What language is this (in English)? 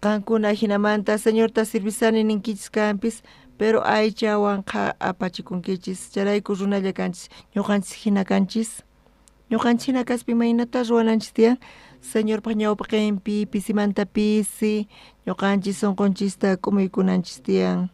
South Bolivian Quechua